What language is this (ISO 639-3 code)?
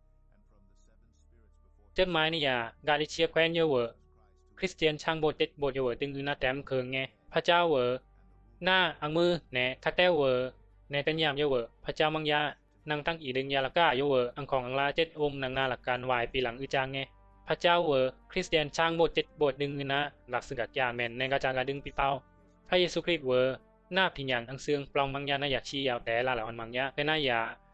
bzi